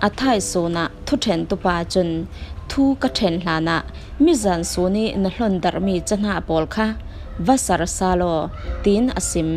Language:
Falam Chin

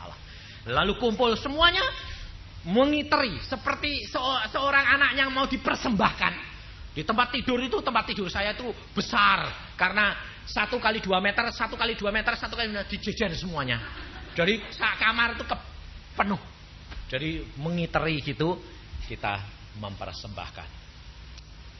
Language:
Indonesian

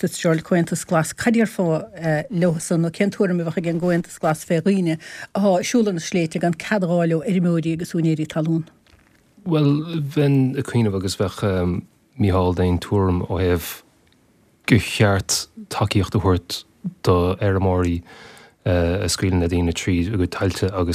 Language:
Irish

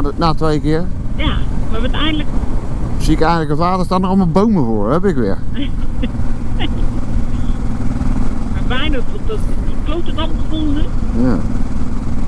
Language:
Dutch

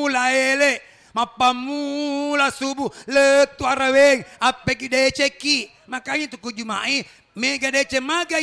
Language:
Buginese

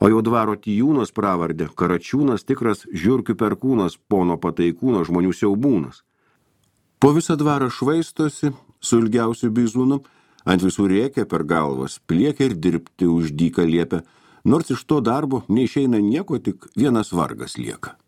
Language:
Lithuanian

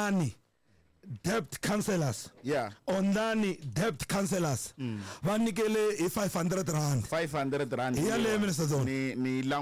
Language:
Tsonga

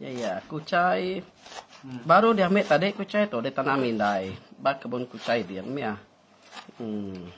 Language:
Iban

